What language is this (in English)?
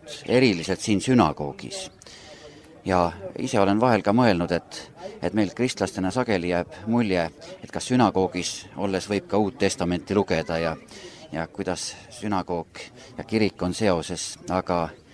Estonian